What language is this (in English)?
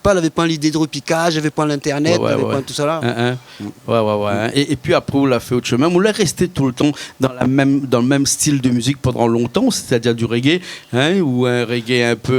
Réunion Creole French